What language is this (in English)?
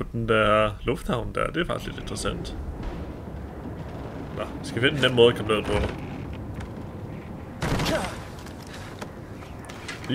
Danish